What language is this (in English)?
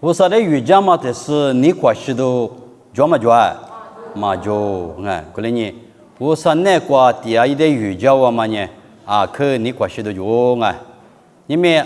Lisu